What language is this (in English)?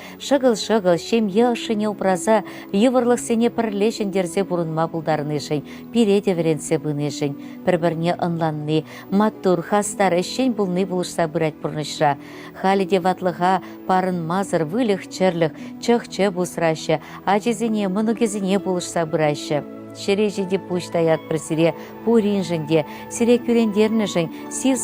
Chuvash